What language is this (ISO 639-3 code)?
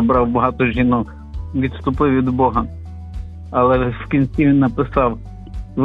ukr